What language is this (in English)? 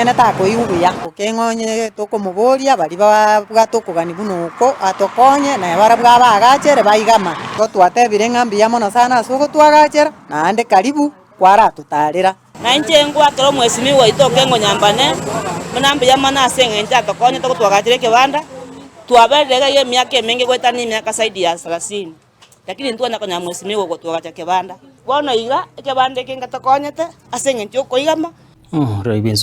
Gusii